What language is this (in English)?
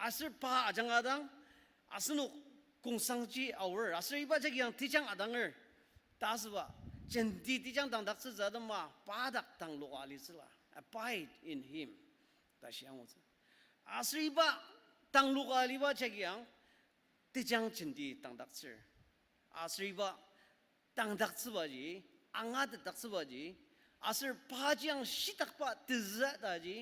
Ao Naga